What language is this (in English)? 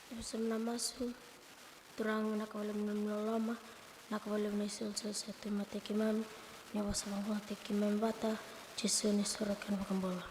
Fijian